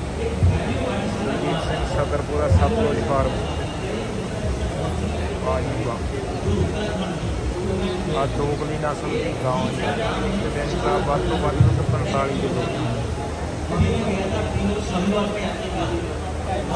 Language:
Punjabi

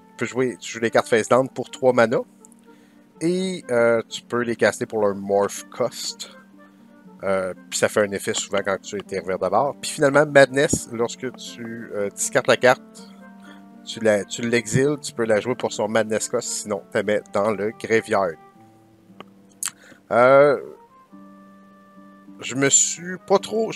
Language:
French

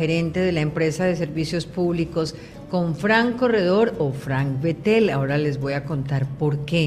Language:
Spanish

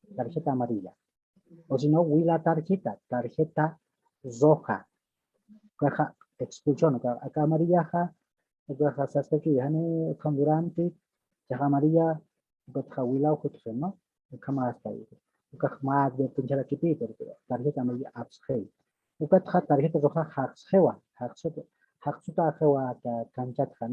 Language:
Aymara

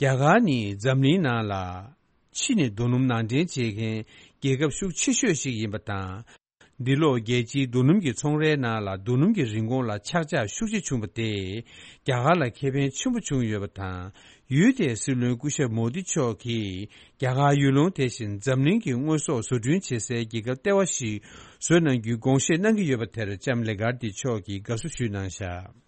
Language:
Tibetan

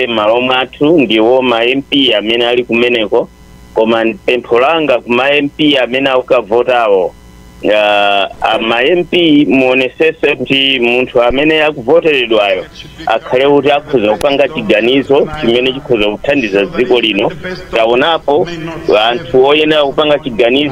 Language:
Nyanja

